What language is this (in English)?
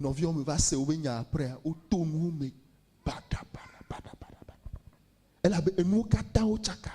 Ewe